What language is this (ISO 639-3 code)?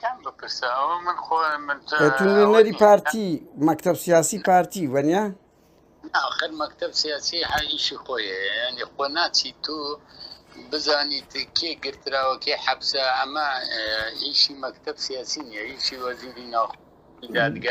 ckb